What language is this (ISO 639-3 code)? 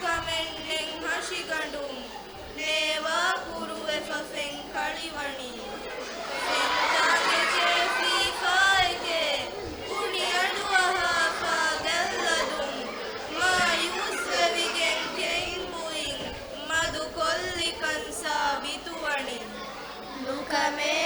div